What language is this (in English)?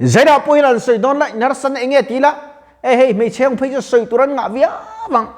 Mizo